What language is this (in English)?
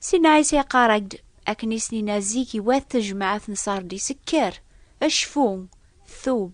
Kabyle